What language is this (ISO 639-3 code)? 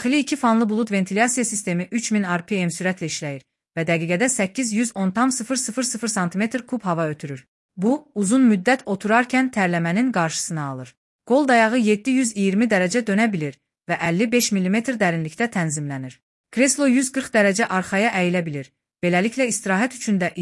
aze